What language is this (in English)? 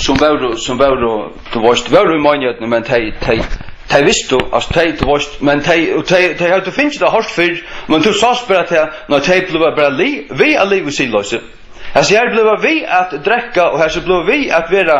Faroese